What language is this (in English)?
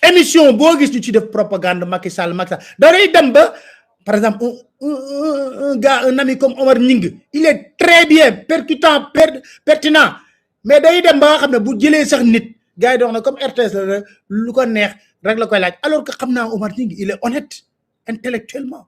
Wolof